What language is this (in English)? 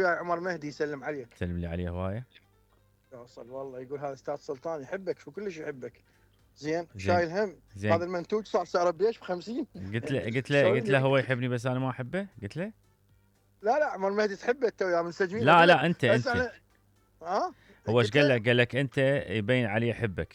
Mesopotamian Arabic